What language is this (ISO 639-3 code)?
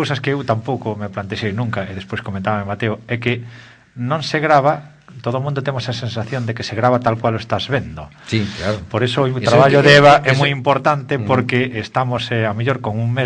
glg